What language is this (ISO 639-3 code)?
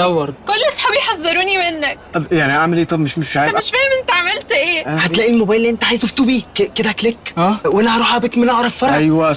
arz